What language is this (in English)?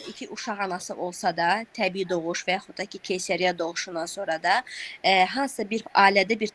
Azerbaijani